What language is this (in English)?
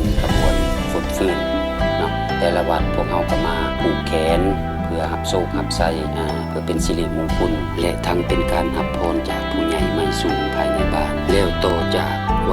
Lao